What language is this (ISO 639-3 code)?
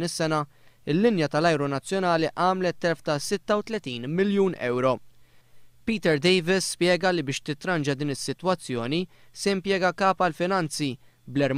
mlt